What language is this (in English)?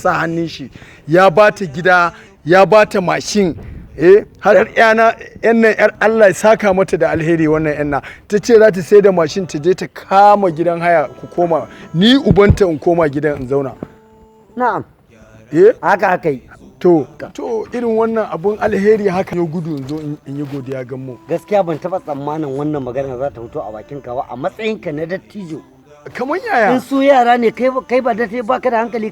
Hausa